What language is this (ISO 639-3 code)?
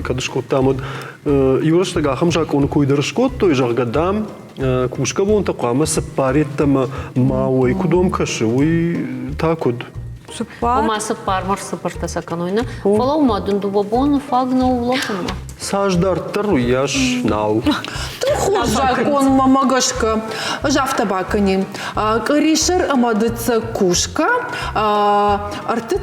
oss